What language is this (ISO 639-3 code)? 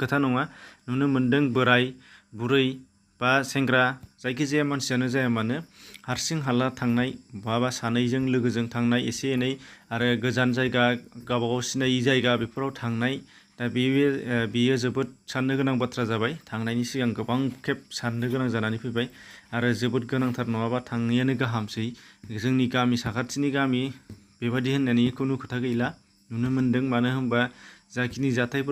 brx